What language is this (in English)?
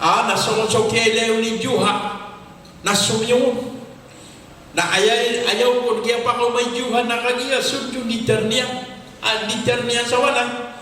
Maranao